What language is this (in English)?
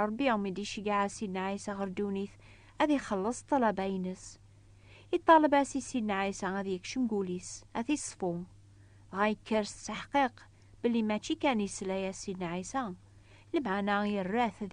Kabyle